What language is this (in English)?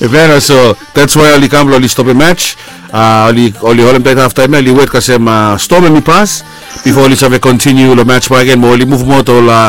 Bislama